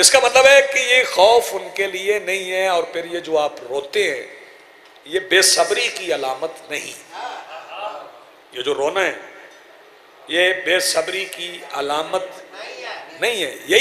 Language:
Urdu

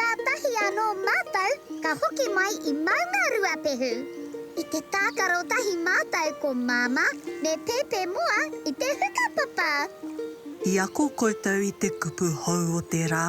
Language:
Māori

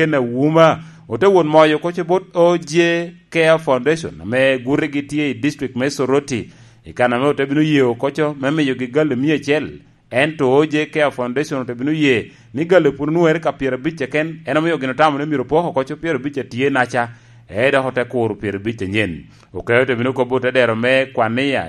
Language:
Lango (Uganda)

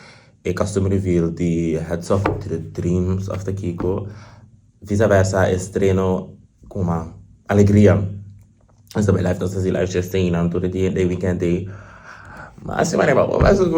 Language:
Papiamento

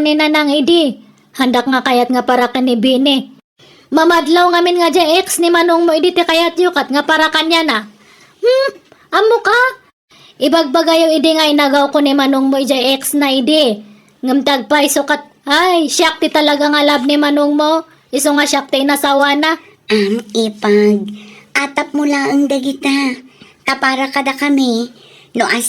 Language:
Iloko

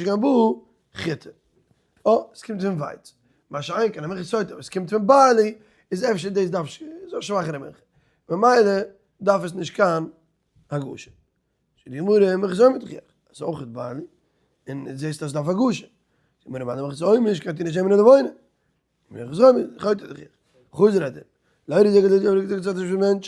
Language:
Yiddish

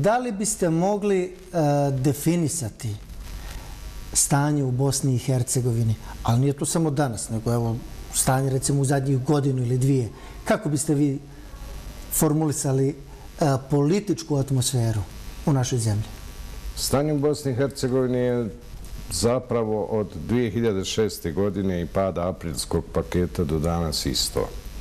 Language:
Bosnian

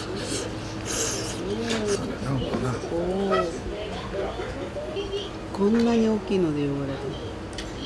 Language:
Japanese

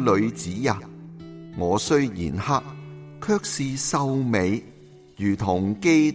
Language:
Cantonese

